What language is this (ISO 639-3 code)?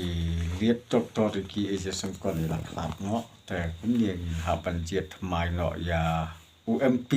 kha